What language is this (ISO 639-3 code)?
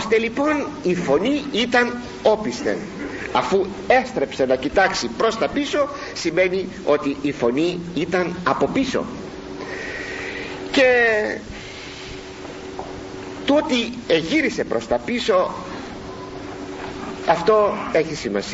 ell